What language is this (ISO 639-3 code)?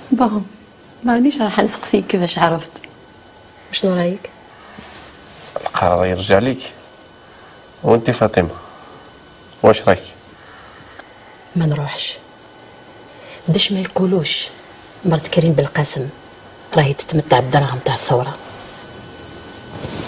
arq